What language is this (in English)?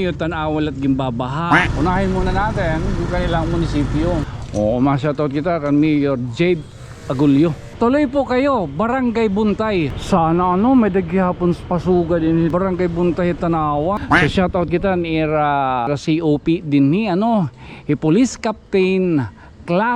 Waray